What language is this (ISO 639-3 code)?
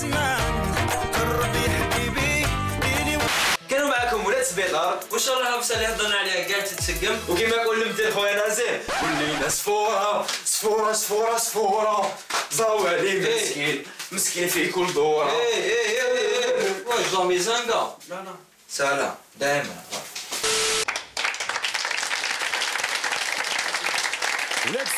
arq